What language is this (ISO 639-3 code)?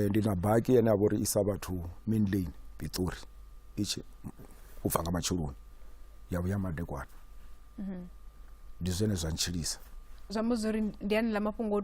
ven